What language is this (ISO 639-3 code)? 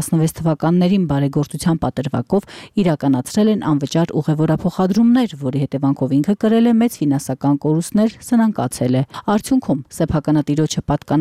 hye